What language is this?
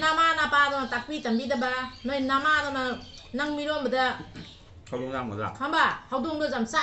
Manipuri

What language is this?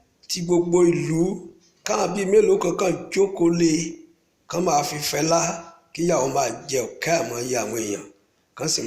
Yoruba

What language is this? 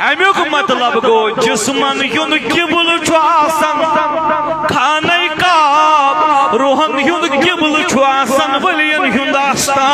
Kashmiri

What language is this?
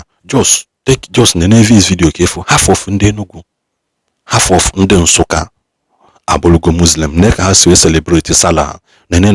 Igbo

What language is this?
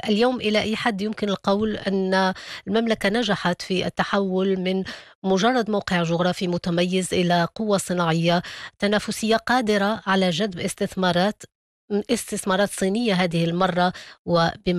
Arabic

